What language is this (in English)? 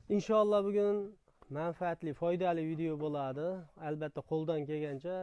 Uzbek